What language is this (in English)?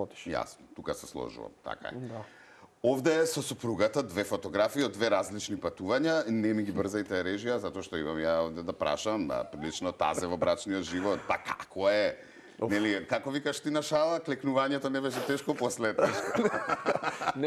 Macedonian